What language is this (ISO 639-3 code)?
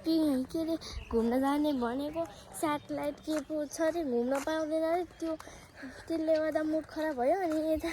nep